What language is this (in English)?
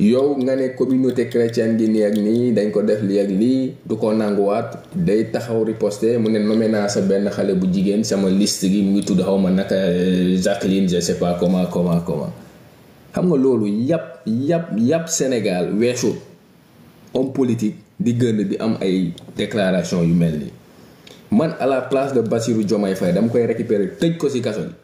Wolof